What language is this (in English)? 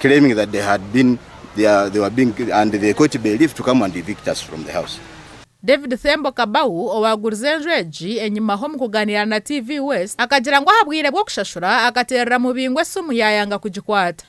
Nyankole